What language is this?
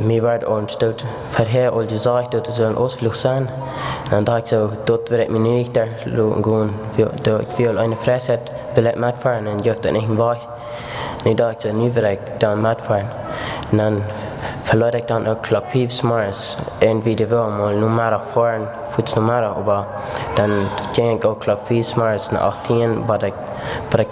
Plautdietsch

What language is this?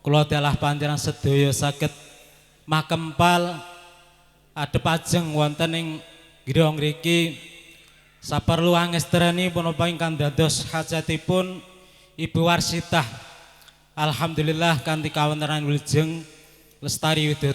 Javanese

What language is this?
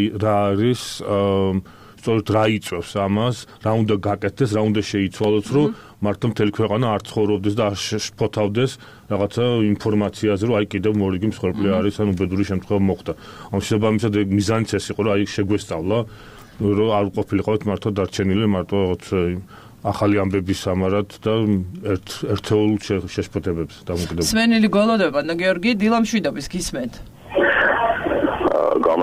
Georgian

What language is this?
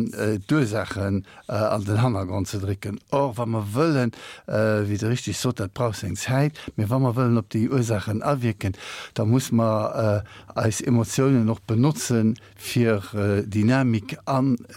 Luxembourgish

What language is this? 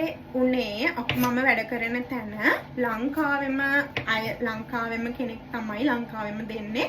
Sinhala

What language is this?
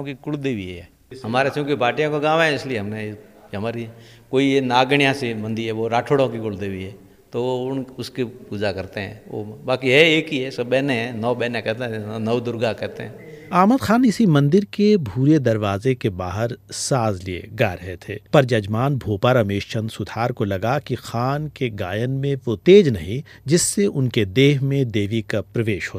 Hindi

